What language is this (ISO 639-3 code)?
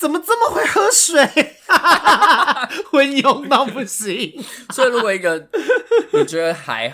zho